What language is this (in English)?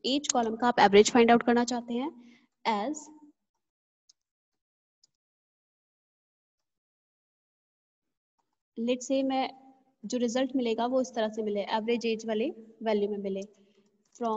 Hindi